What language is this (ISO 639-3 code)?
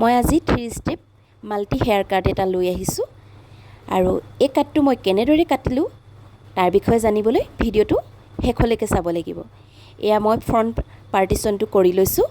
asm